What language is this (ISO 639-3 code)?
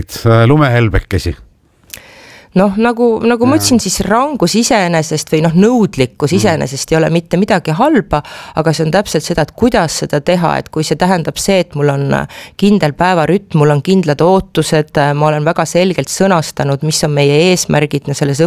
est